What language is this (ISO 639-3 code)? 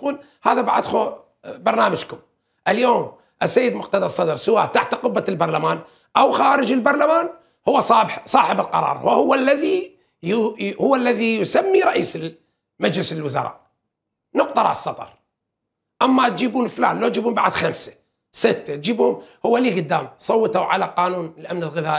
acm